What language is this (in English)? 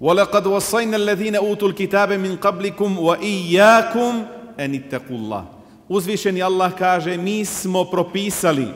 Bosnian